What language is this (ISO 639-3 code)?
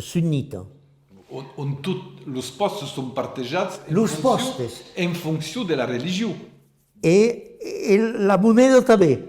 oci